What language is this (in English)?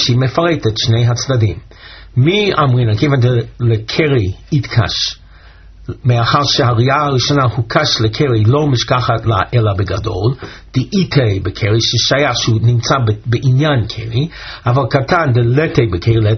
Hebrew